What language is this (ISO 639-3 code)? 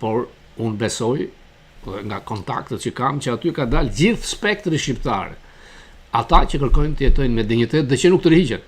sqi